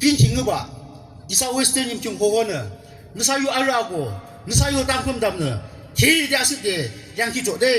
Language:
Yimchungru Naga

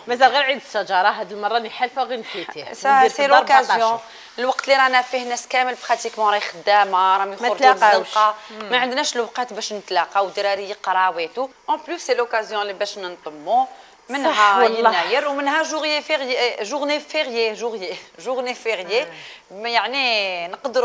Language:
Algerian Arabic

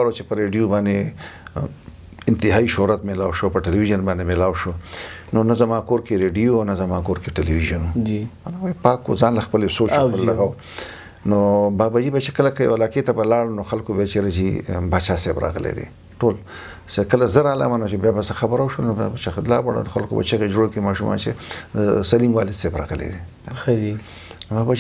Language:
Pashto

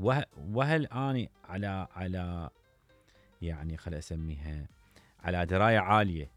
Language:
Mesopotamian Arabic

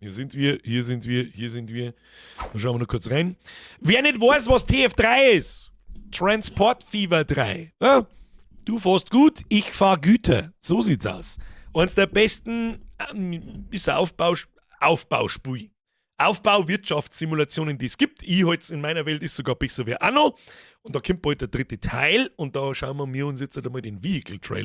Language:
Bavarian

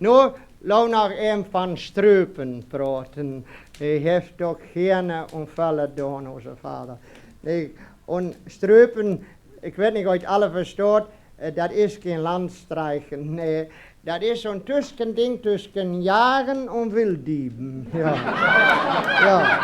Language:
Westphalien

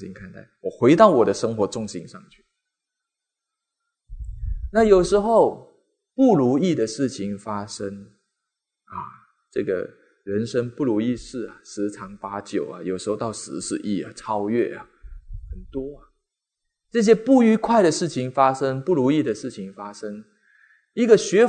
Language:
Chinese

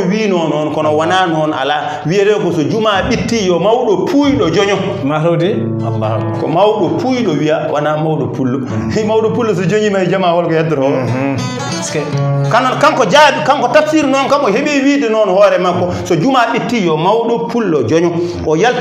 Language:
Fula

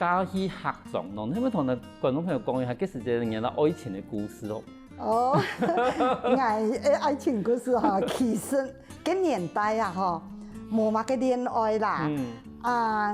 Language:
Hakka Chinese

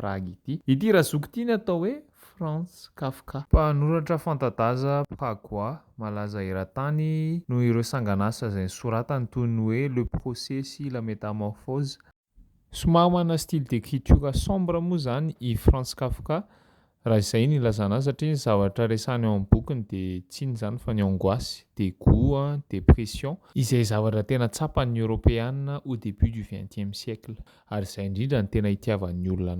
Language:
Malagasy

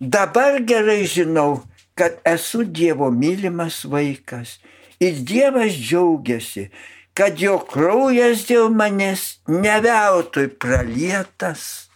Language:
Lithuanian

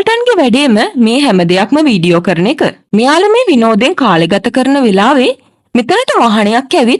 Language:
Sinhala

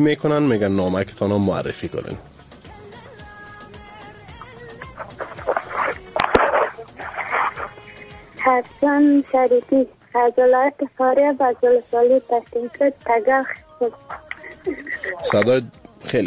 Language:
Persian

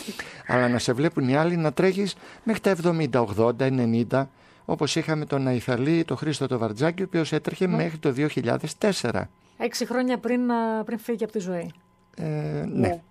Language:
Greek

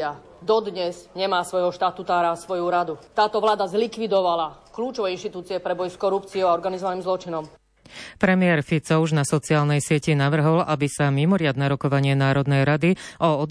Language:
Slovak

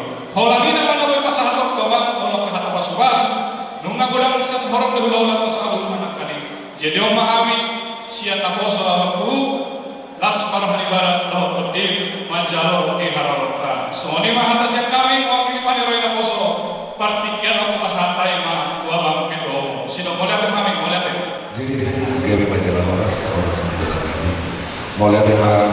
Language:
Batak Toba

